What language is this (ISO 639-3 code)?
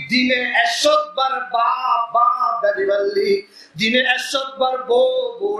rhg